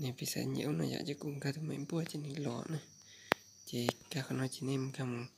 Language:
Hmong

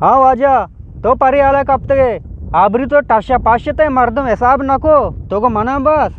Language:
Eastern Balochi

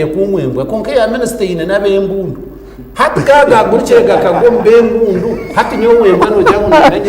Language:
Nyankole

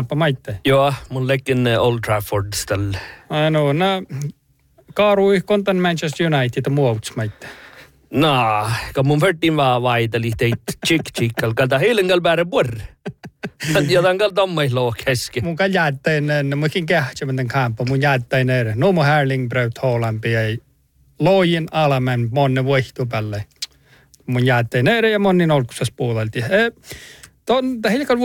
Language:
Northern Sami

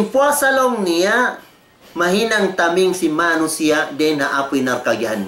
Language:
Tausug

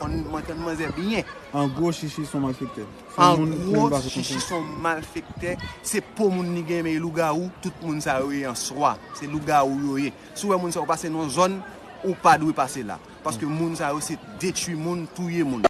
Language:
Haitian Creole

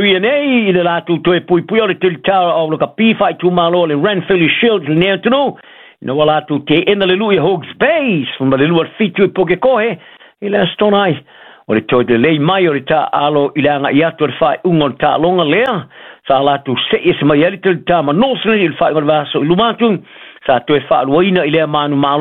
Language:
Samoan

